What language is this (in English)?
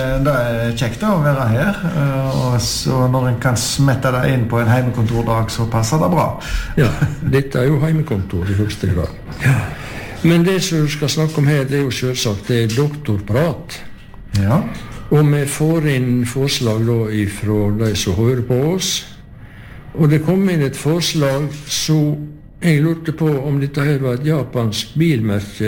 Norwegian